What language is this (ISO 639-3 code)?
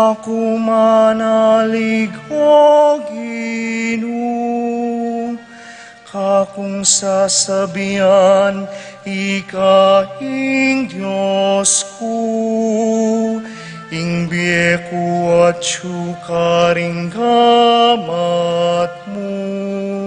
pam